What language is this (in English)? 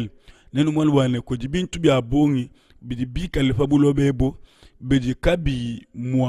Luba-Lulua